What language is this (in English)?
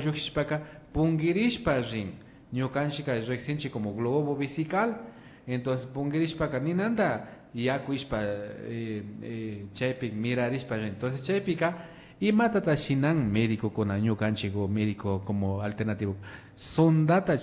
Imbabura Highland Quichua